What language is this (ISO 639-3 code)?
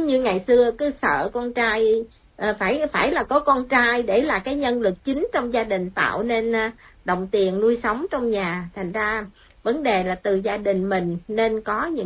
vie